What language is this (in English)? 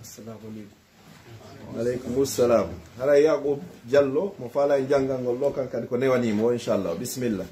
Pular